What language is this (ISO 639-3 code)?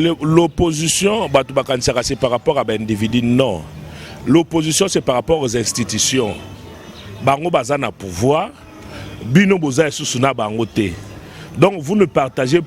lin